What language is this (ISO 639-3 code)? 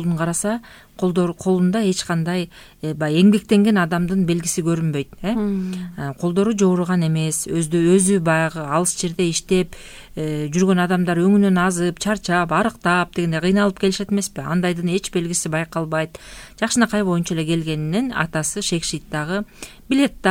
kir